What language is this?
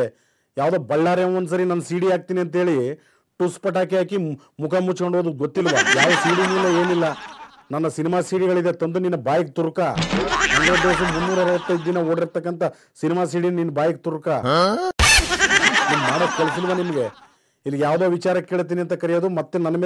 Kannada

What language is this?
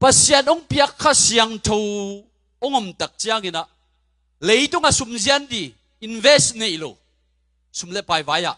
Tedim Chin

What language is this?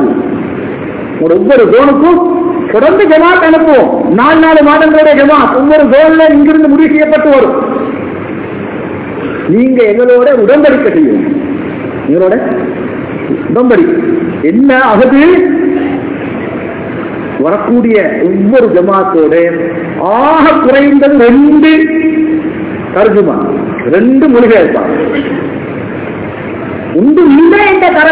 Tamil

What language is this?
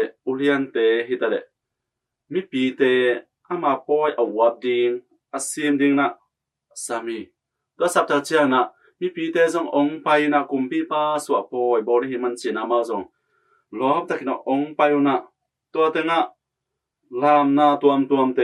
Tedim Chin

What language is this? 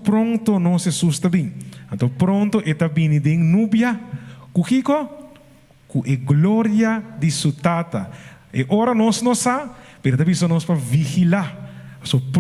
Papiamento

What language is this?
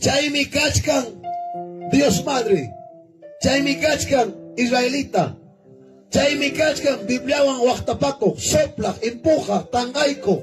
Ayacucho Quechua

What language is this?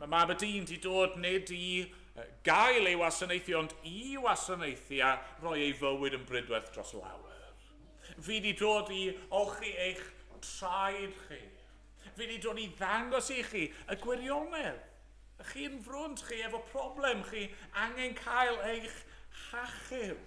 Welsh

